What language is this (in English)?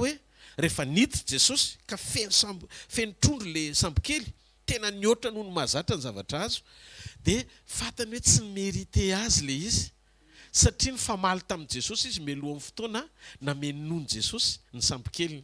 Malagasy